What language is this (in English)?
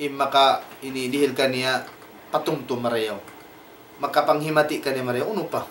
Tausug